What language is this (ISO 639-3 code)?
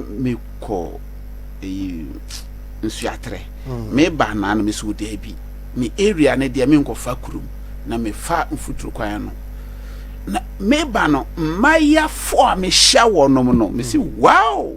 aka